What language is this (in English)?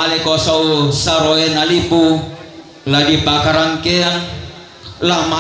Toraja-Sa'dan